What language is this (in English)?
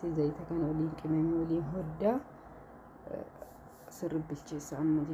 Oromo